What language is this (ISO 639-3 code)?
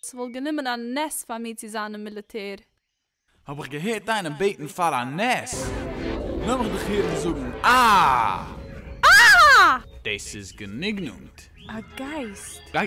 yid